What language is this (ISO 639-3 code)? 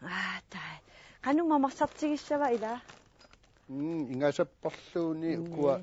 kal